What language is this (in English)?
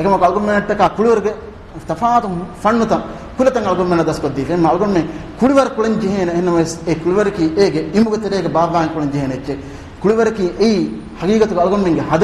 Divehi